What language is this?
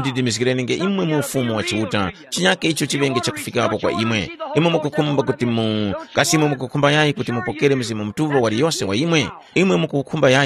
Tumbuka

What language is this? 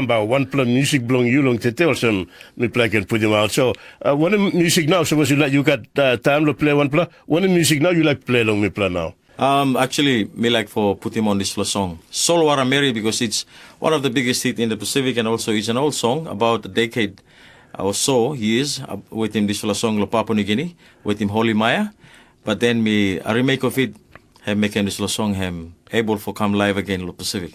Tok Pisin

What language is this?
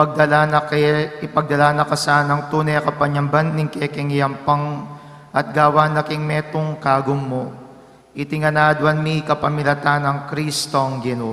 Pampanga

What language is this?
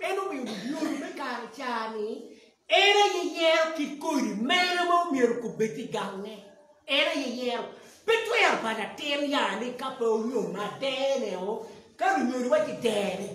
Acoli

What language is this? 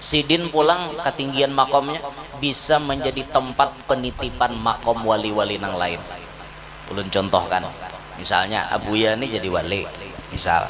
Banjar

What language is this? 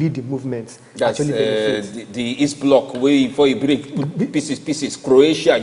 Nigerian Pidgin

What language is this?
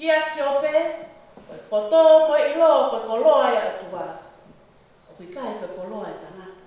Tongan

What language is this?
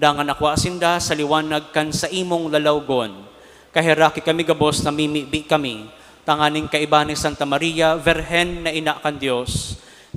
Bikol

